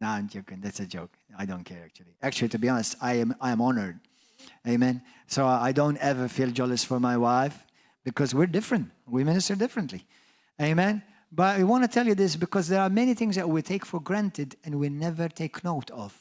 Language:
English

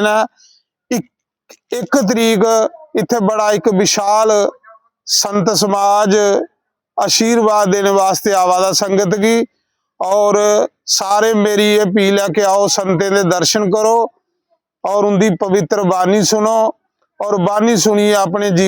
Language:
Dogri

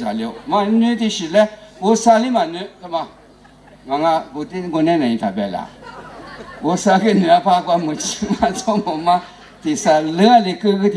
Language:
Lisu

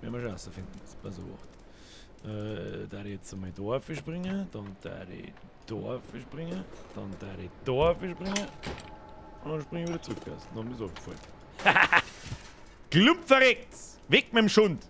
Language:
Bavarian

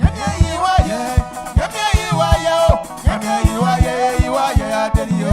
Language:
Baoulé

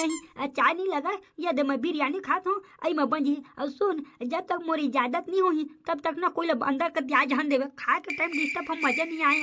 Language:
Chhattisgarhi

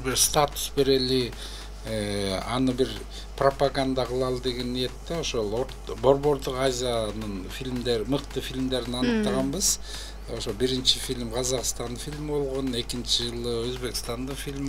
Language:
Kyrgyz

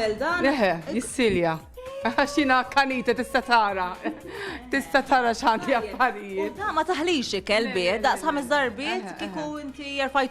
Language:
Maltese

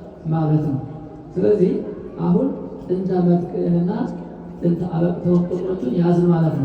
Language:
Amharic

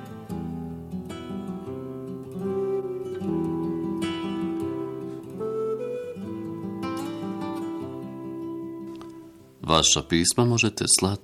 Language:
Bosnian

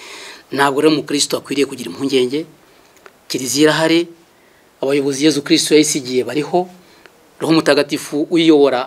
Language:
Kinyarwanda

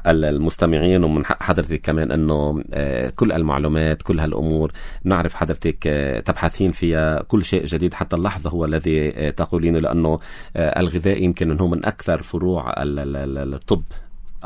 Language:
North Levantine Arabic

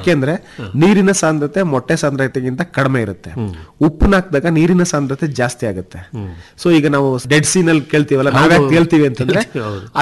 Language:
Kannada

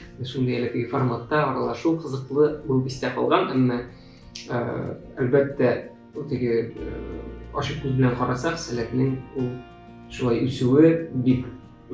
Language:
Tatar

